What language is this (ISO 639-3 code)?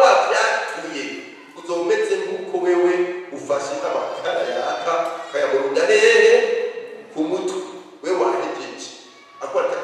run